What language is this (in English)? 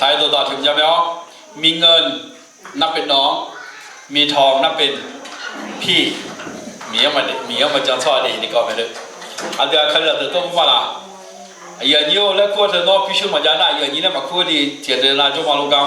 Akha